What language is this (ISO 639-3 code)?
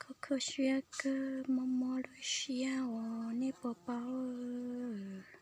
hmn